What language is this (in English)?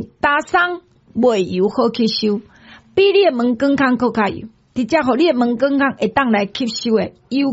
Min Nan Chinese